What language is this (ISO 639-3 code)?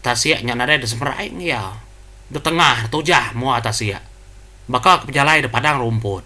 iba